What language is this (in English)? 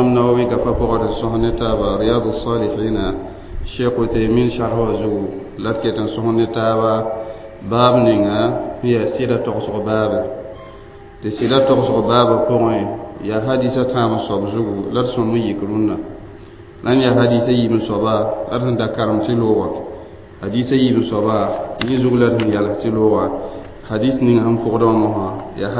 Mossi